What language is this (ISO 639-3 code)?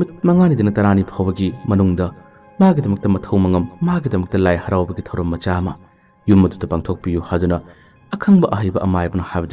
mni